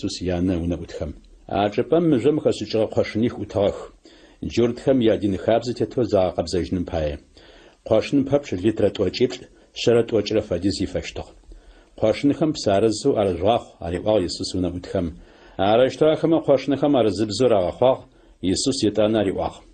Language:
Adyghe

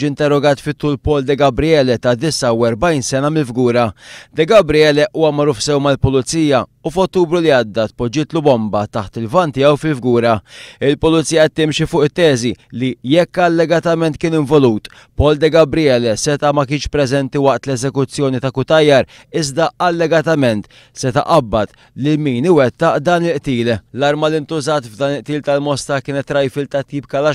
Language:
Maltese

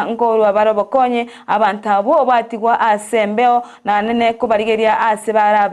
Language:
Gusii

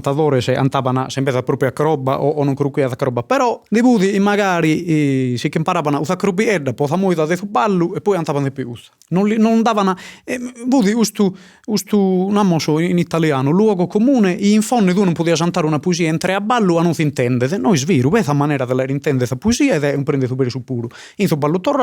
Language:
Sardinian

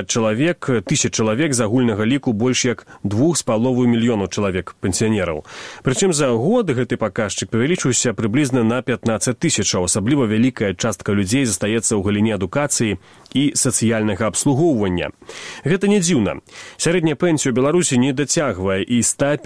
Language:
Belarusian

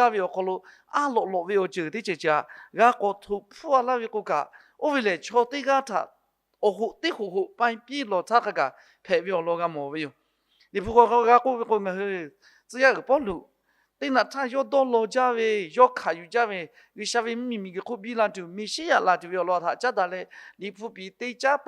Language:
Lahu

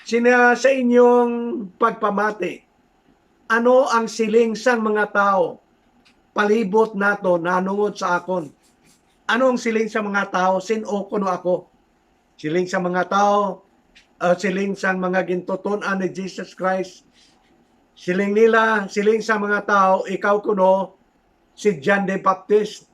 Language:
Hiligaynon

